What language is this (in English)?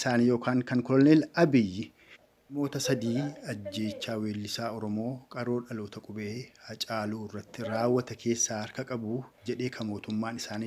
Oromo